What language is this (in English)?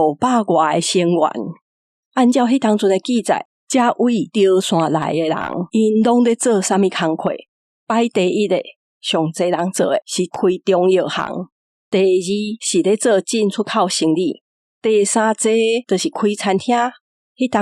Min Nan Chinese